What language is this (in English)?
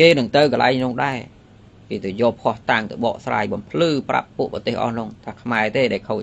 Khmer